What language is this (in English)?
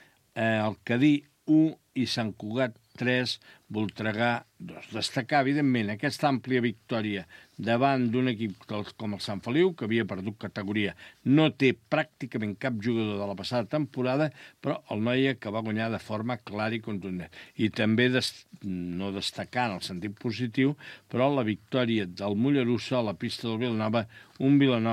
Catalan